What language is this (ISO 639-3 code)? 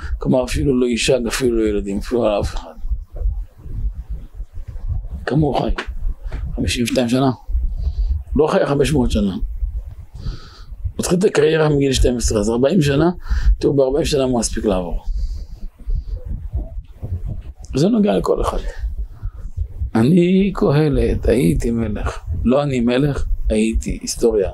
heb